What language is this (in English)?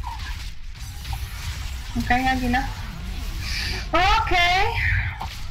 Polish